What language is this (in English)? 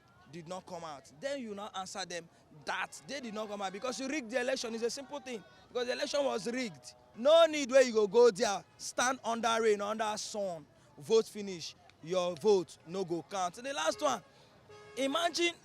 Nigerian Pidgin